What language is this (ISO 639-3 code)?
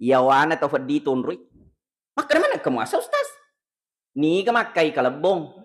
bug